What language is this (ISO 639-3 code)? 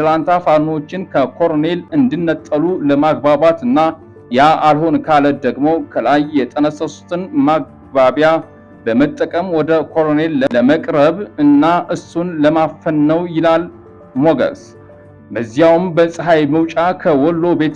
amh